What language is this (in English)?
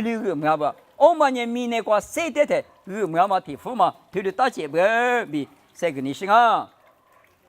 Lisu